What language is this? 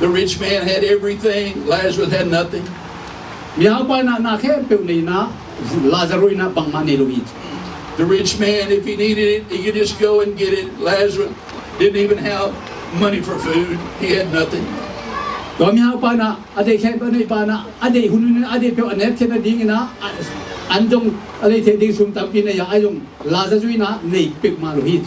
Tedim Chin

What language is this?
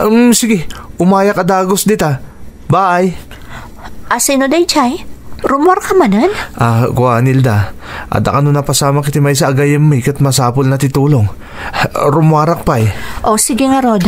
Iloko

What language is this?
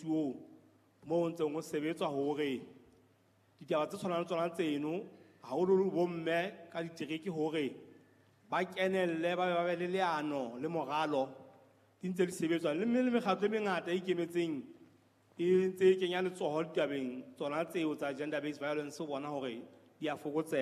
Southern Sotho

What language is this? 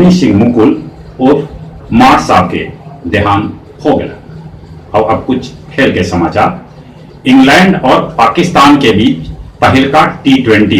Magahi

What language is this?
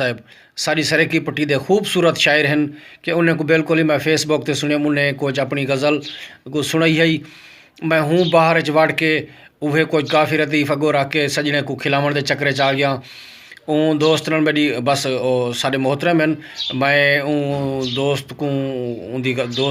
Saraiki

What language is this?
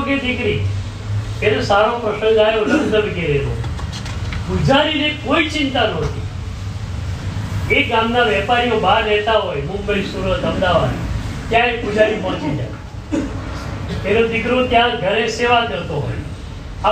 Gujarati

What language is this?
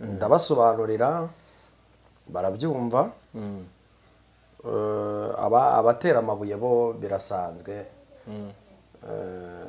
Kinyarwanda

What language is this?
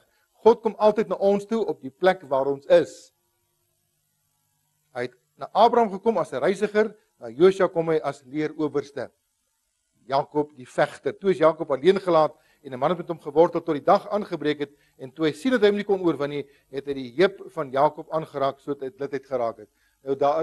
Afrikaans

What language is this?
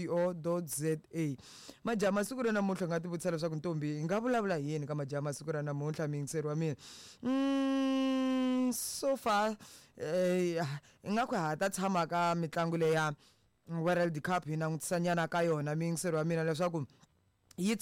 Tsonga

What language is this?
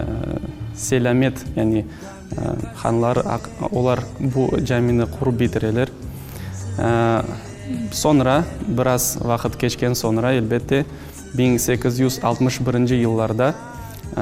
Crimean Tatar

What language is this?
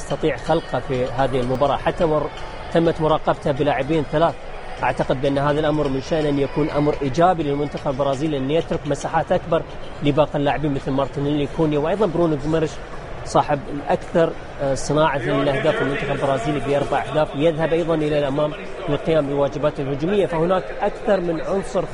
Arabic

